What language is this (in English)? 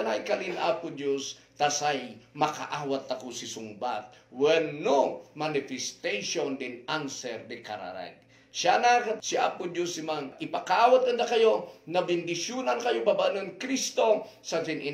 Kankanaey